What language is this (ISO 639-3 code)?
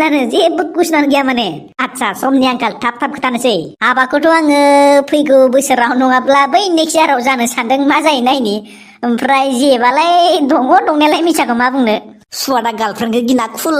brx